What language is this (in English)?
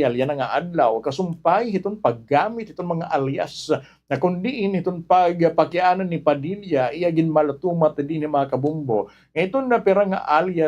Waray